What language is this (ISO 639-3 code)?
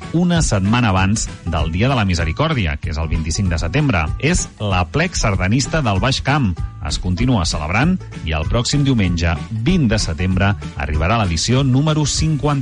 cat